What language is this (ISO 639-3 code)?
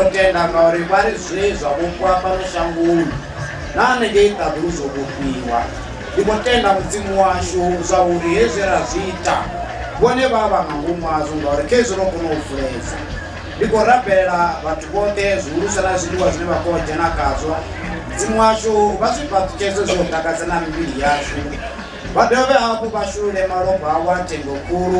ven